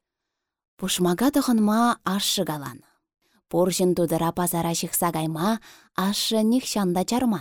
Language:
Chuvash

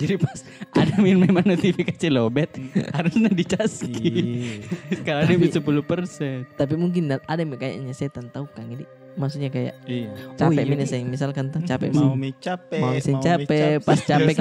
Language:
Makassar Malay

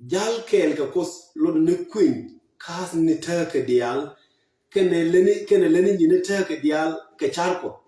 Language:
Nuer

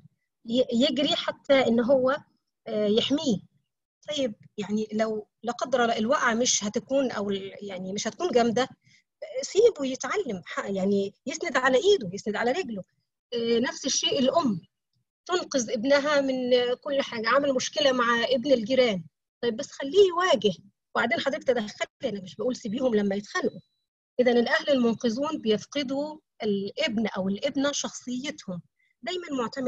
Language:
Egyptian Arabic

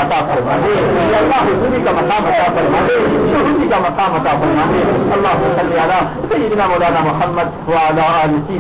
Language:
Urdu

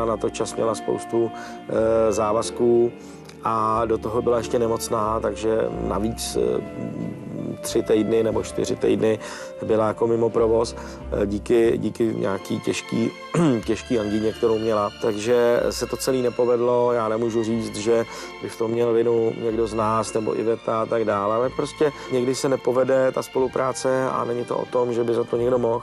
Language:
Czech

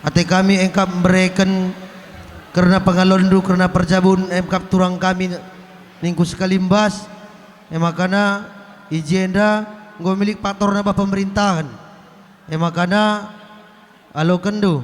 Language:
Batak Karo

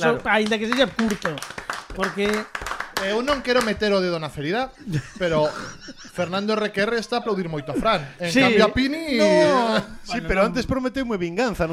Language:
Galician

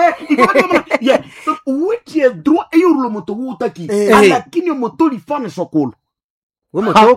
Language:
Swahili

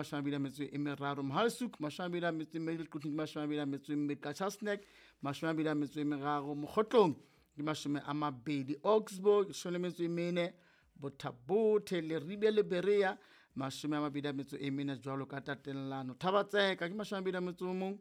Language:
Southern Sotho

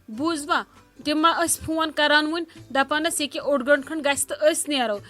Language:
Kashmiri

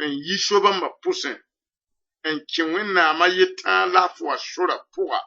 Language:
Mossi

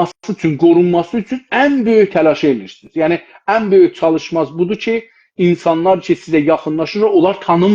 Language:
South Azerbaijani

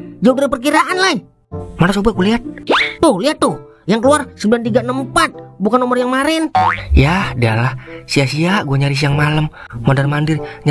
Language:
Betawi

